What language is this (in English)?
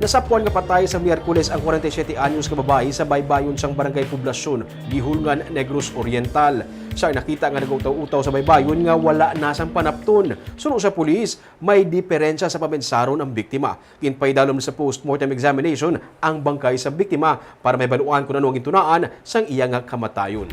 Hiligaynon